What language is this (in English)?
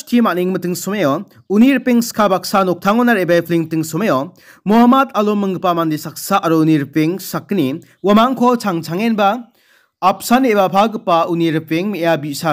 Garo